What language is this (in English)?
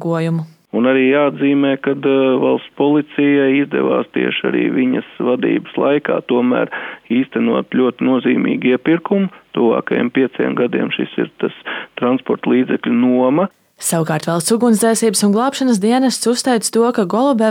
Latvian